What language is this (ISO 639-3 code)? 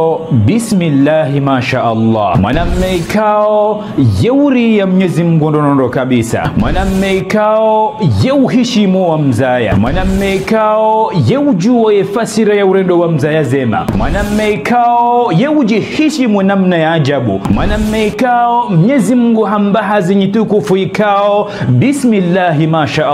zdj